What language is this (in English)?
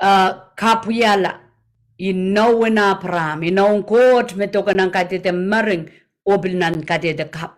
Pohnpeian